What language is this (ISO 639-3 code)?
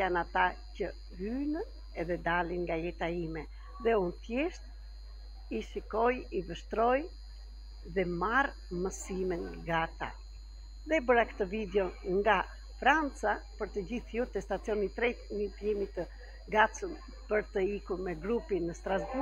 sqi